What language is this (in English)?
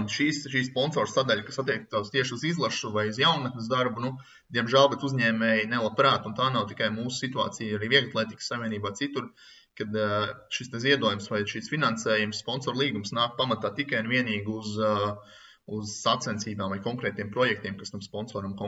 Latvian